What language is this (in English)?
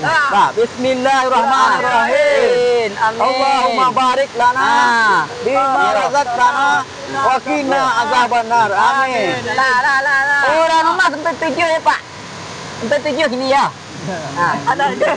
Minangkabau